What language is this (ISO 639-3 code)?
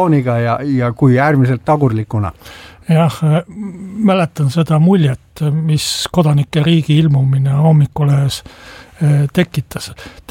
est